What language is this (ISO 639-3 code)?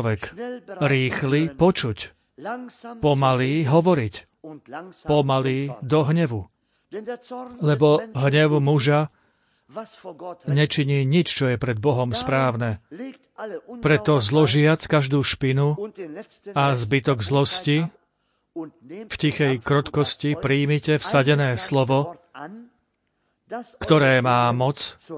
slk